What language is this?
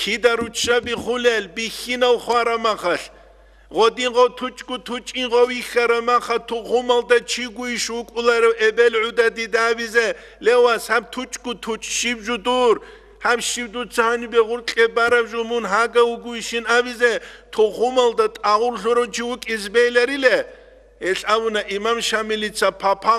Avaric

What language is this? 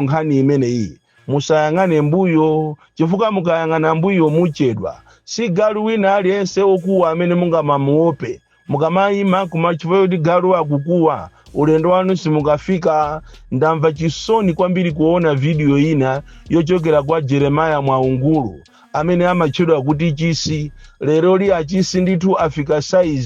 Nyanja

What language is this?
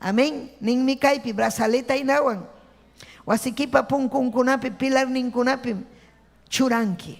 Ayacucho Quechua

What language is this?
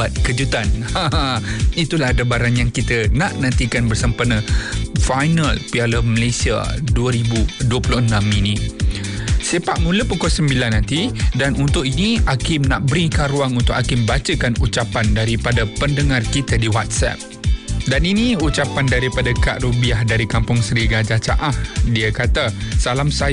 Malay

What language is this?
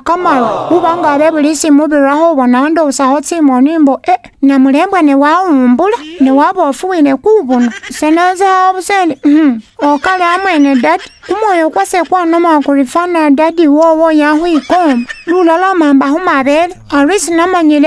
Masaaba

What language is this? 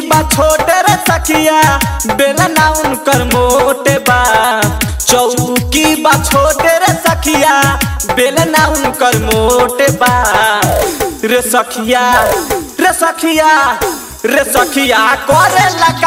Bhojpuri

